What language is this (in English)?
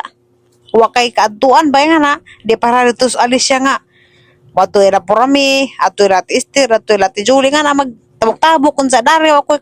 Cebuano